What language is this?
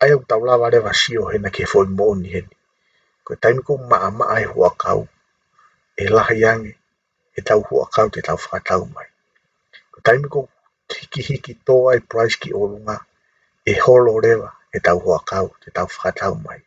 Tongan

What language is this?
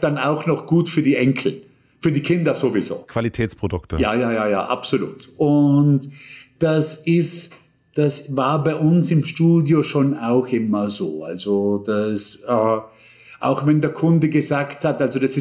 German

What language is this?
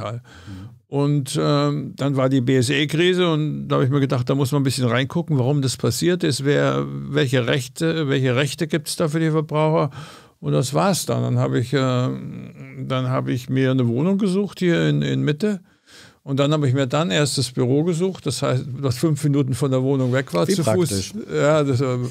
German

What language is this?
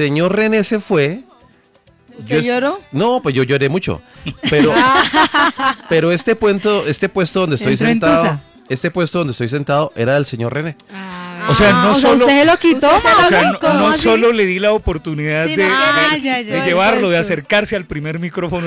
Spanish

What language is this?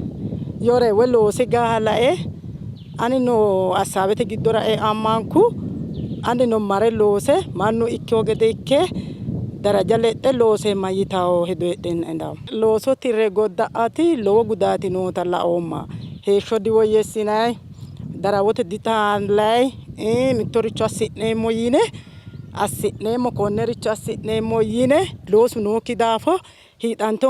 Sidamo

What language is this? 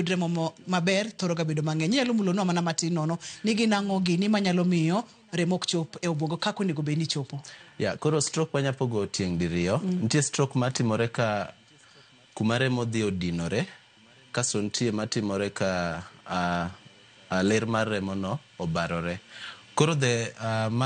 Luo (Kenya and Tanzania)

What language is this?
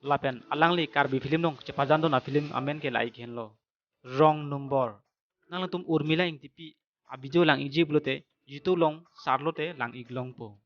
Karbi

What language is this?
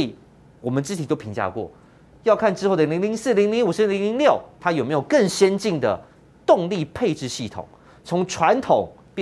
Chinese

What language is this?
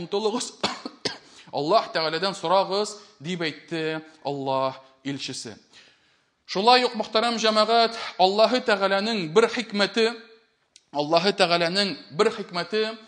Tatar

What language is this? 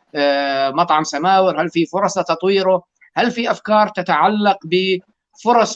North Levantine Arabic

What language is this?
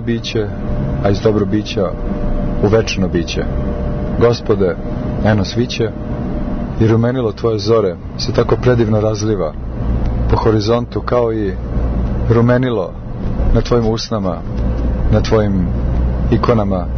Serbian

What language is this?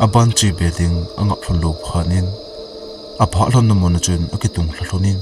Thado Chin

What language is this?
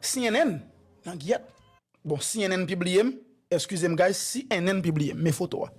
Haitian Creole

